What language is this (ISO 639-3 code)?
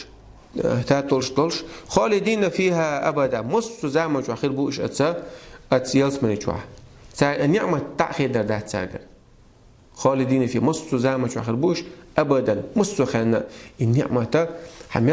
che